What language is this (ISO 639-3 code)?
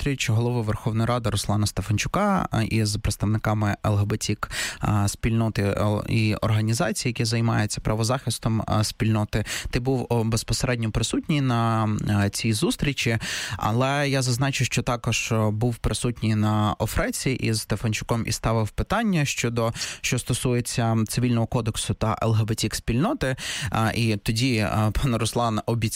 ukr